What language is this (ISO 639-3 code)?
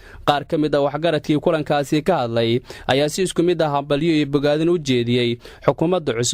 som